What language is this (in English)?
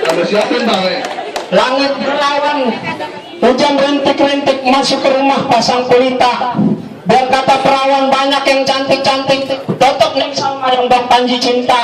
Betawi